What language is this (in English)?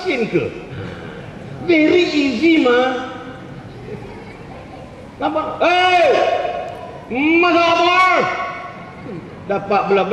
Malay